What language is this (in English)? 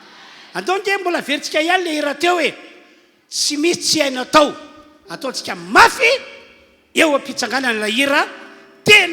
Malagasy